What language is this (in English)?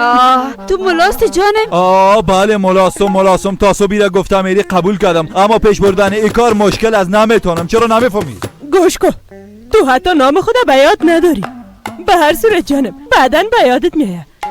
Persian